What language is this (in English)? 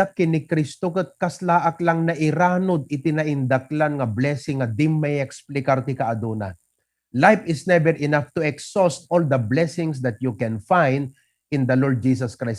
Iloko